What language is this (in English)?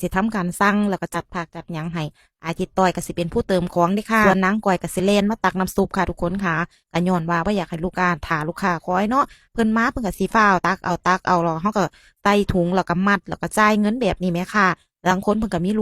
Northeastern Thai